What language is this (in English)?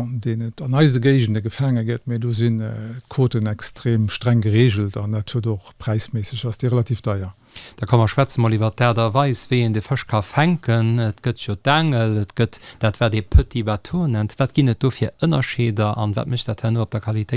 Luxembourgish